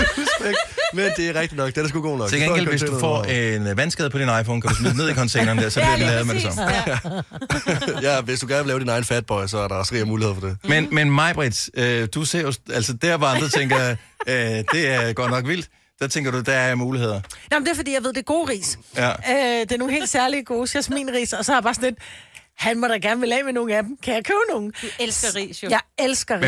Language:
Danish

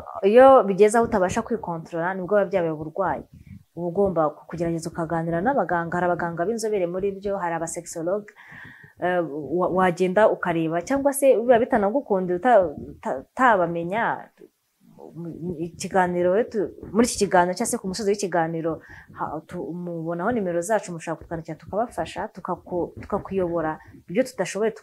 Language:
Kinyarwanda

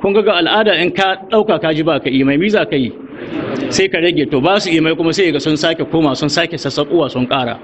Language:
Hausa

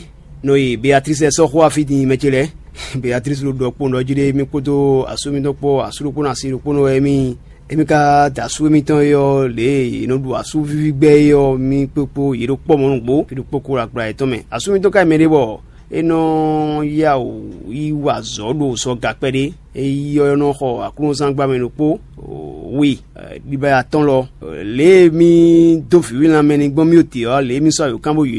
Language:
Fon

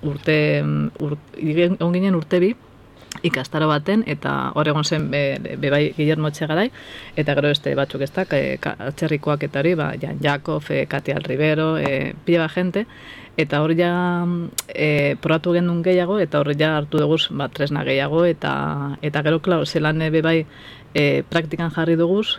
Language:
Basque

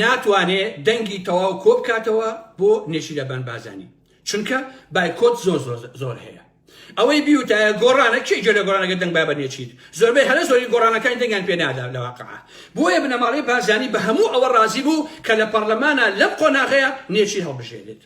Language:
Central Kurdish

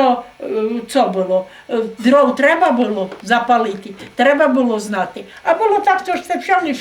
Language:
Rusyn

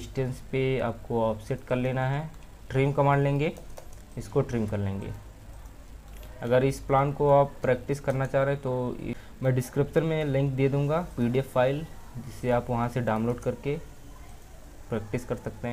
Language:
Hindi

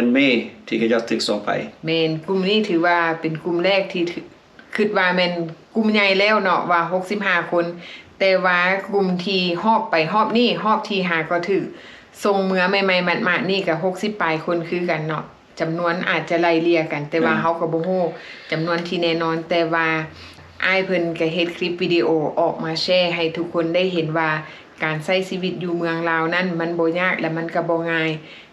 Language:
Lao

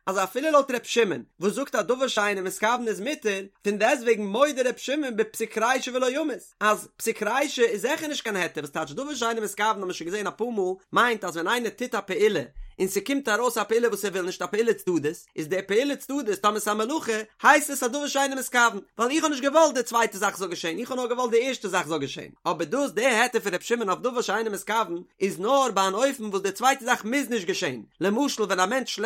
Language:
Yiddish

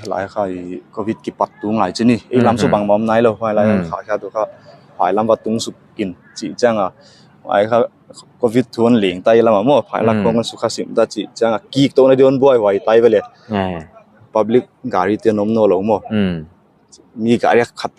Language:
Paite Chin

